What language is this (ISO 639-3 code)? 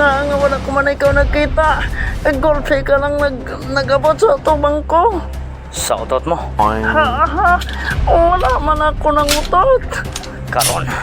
hil